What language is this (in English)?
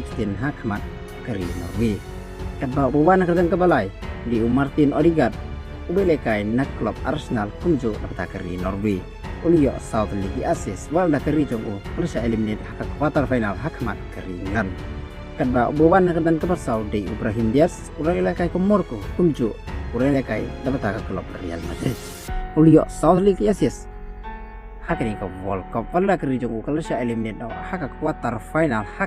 Khasi